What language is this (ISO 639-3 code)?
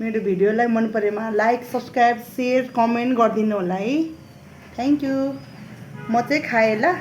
nep